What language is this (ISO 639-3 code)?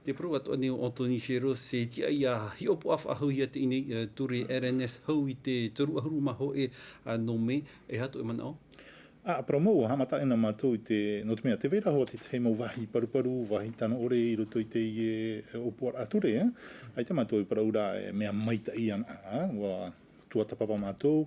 tah